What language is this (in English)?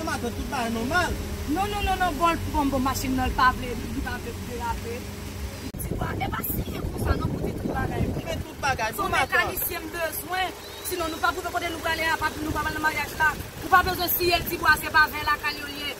Haitian Creole